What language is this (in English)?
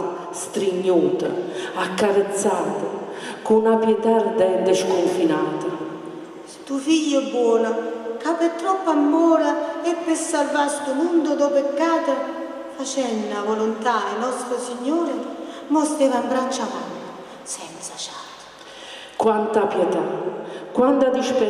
Neapolitan